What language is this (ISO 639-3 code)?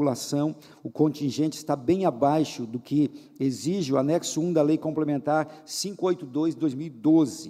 por